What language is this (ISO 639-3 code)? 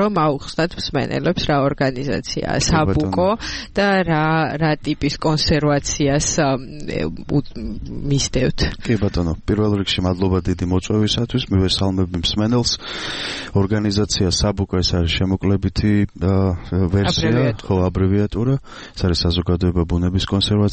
kat